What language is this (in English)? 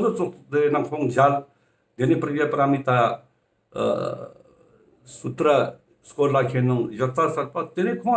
Ladakhi